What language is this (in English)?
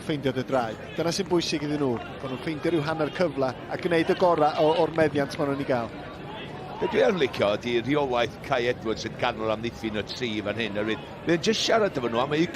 Welsh